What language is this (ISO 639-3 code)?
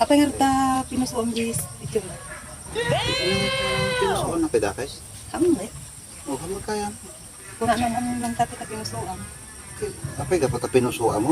ilo